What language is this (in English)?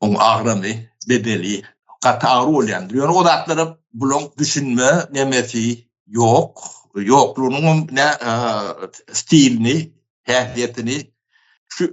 Turkmen